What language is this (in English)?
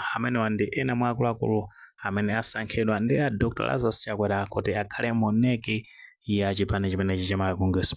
Nyanja